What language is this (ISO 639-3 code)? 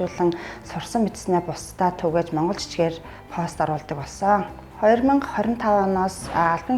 mon